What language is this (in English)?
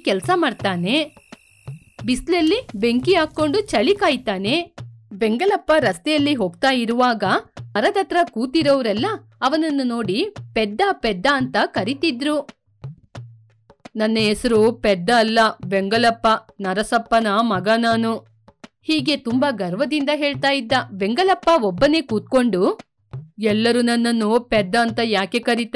Kannada